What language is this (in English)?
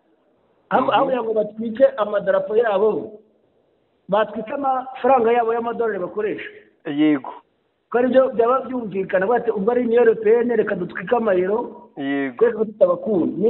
Kinyarwanda